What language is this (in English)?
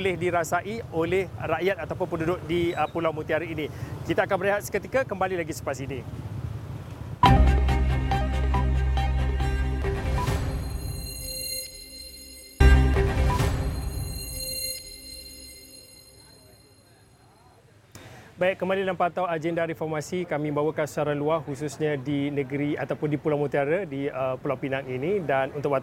Malay